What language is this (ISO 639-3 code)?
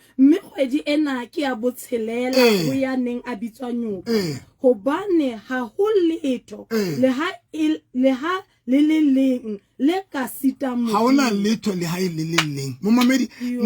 sot